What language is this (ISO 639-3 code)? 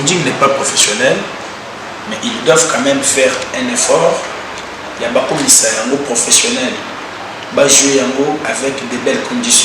lin